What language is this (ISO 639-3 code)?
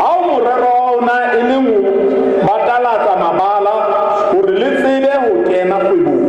sot